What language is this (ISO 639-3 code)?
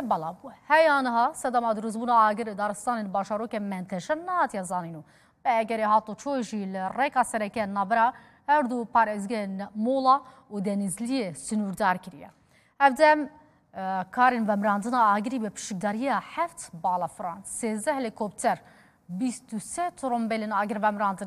kur